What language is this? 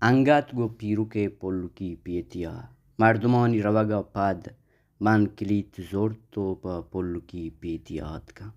Baluchi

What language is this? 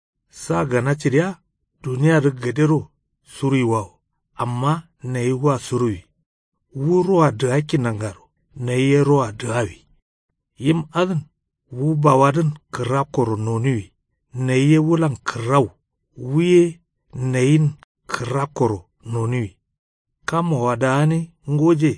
Kanuri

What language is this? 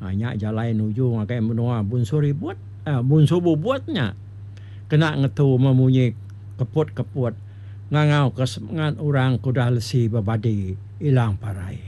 Iban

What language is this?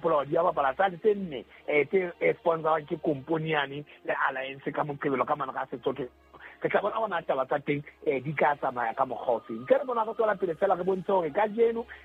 Southern Sotho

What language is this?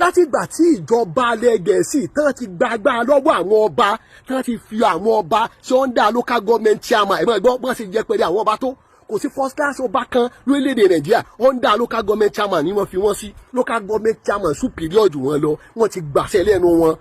Yoruba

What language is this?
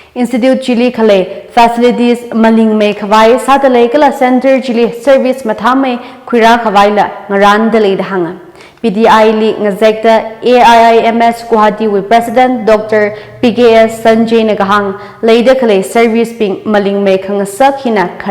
Tangkhul Naga (India)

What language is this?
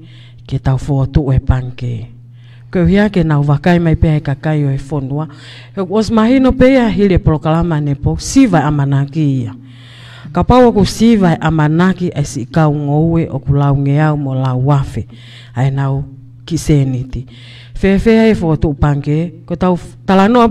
Tongan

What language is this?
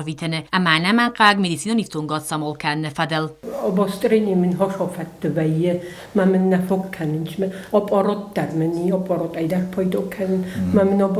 Ossetic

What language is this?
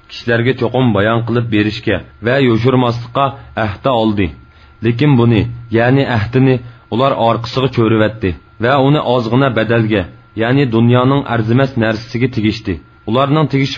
Uyghur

